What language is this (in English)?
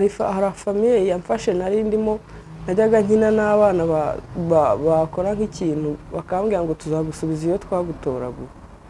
Kinyarwanda